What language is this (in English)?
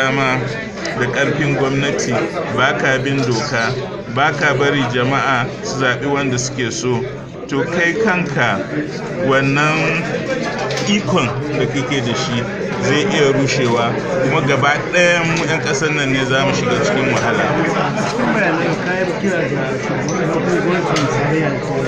Hausa